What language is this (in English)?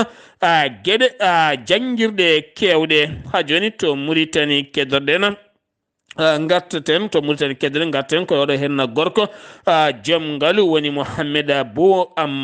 Fula